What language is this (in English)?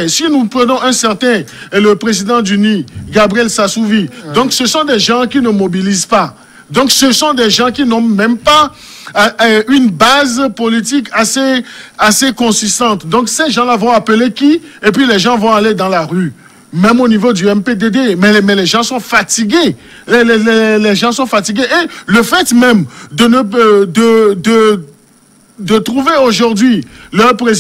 French